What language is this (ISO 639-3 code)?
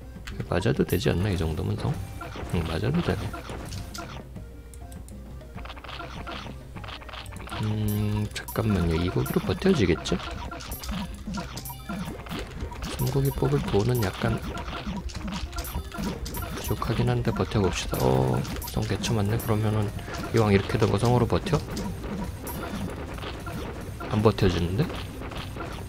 kor